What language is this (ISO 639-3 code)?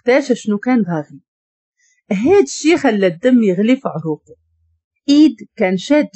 ary